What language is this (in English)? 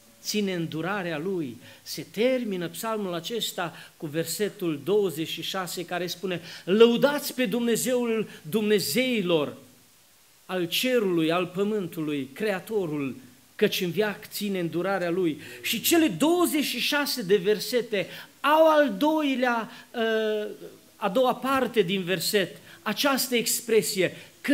Romanian